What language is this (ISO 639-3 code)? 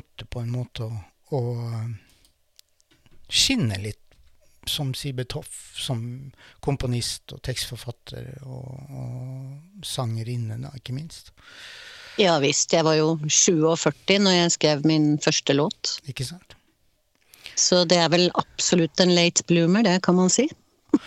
nor